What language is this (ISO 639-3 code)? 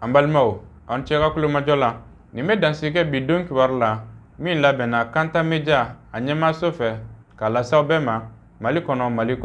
bam